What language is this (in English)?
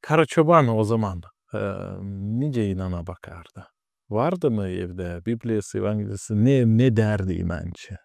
Gagauz